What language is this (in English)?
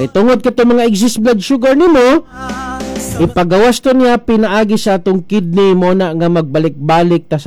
Cebuano